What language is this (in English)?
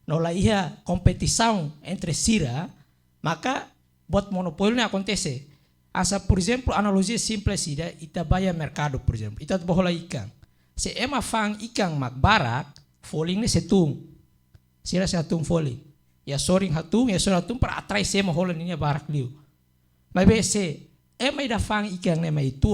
Tetum